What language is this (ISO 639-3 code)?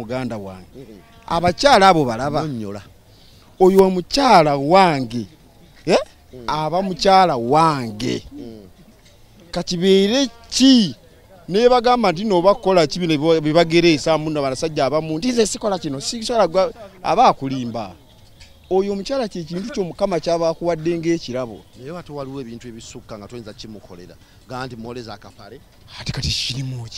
lug